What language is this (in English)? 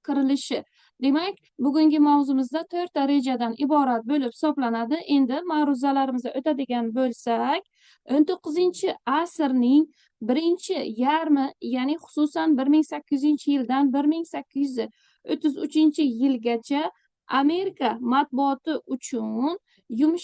Uzbek